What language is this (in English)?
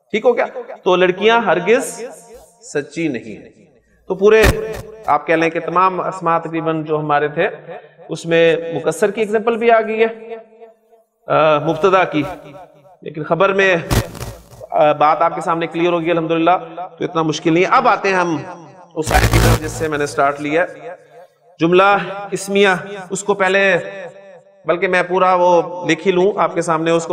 Urdu